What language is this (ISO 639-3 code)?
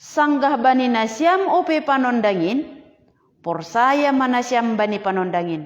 bts